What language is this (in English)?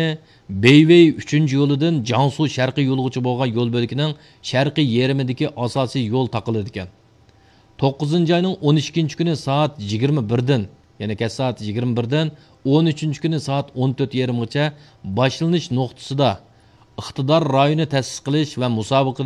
Uyghur